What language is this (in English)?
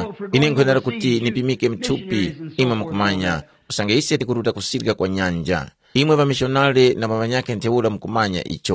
Tumbuka